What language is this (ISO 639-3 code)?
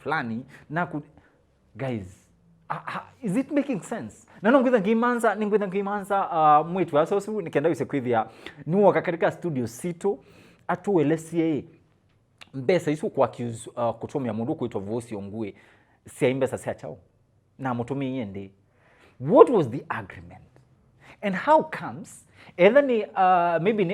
kam